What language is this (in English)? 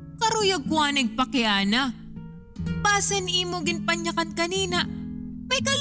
Waray